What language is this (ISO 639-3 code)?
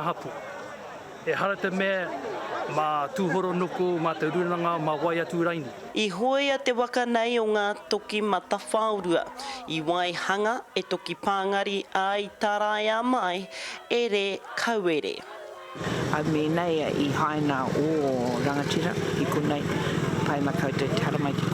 mri